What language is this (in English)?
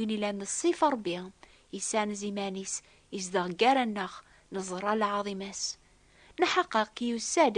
Kabyle